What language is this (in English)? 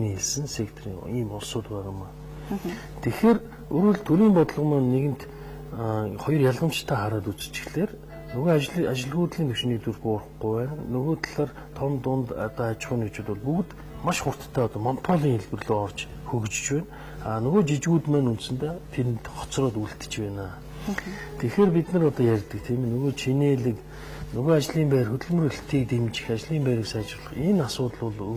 Mongolian